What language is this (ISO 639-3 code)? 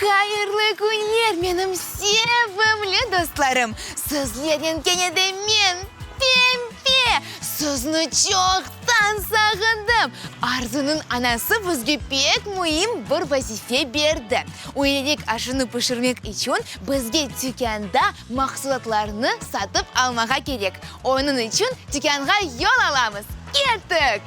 crh